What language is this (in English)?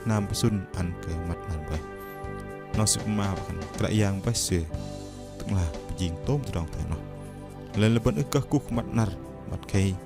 Bahnar